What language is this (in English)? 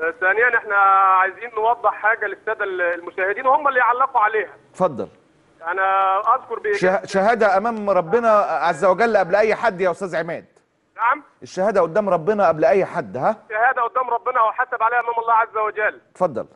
Egyptian Arabic